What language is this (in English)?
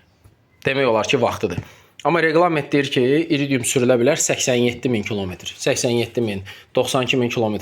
Azerbaijani